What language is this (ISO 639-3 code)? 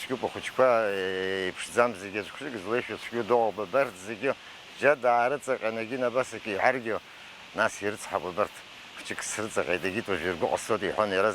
abk